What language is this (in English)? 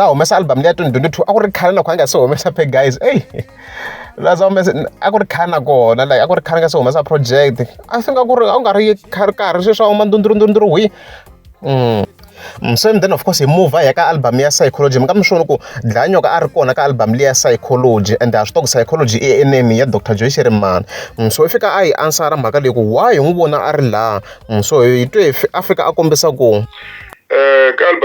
Tsonga